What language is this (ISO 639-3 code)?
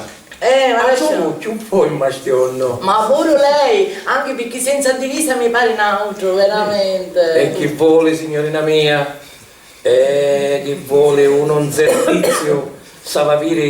scn